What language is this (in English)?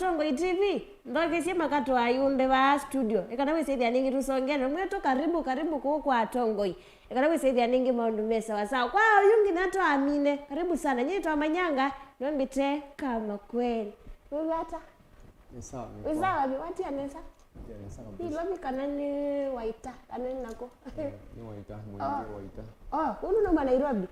Kamba